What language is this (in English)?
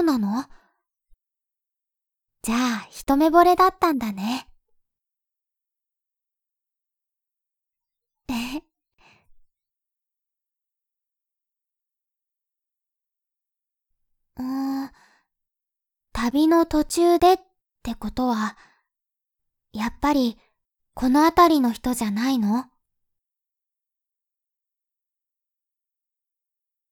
Japanese